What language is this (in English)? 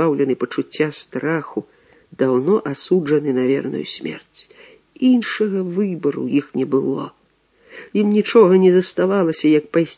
Belarusian